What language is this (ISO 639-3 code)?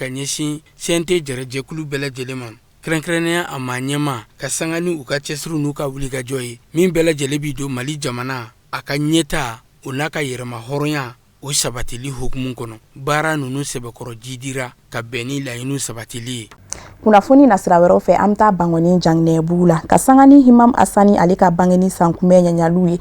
bam